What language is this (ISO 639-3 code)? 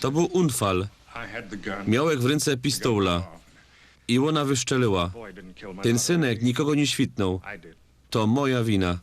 szl